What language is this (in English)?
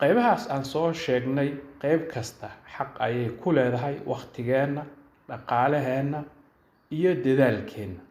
Somali